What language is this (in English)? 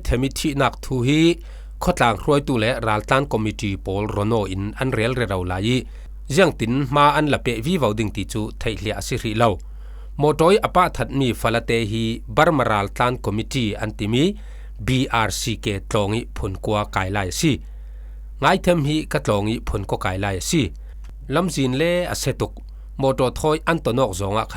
Falam Chin